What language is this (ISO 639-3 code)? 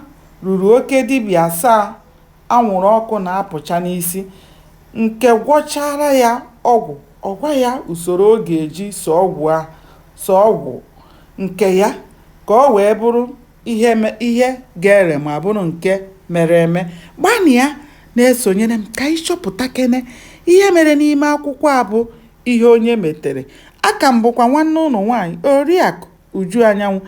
ibo